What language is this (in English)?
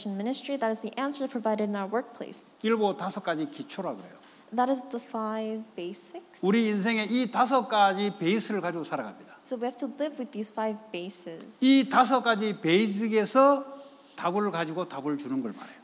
Korean